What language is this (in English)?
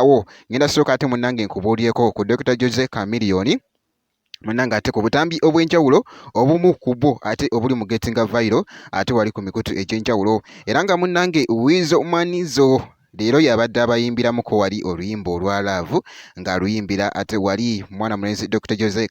Ganda